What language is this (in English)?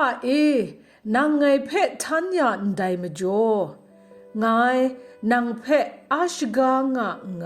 Kachin